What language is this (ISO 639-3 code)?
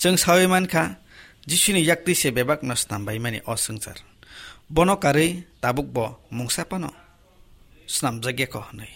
trp